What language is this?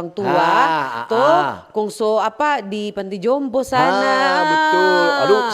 Manado Malay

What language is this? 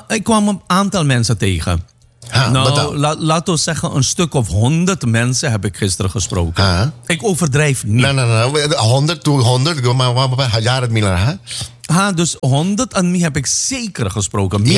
Dutch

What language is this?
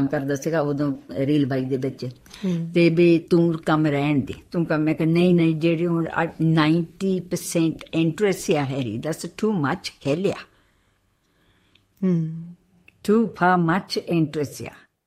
Punjabi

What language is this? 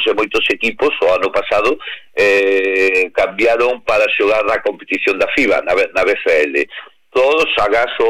Galician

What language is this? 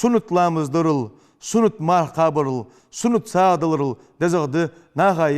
Ingush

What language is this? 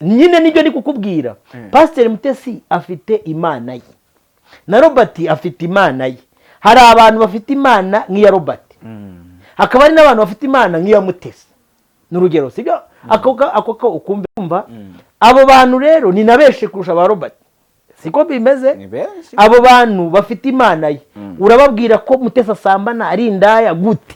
Kinyarwanda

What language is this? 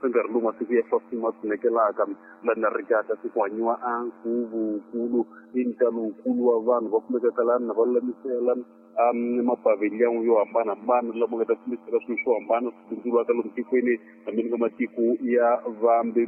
Tsonga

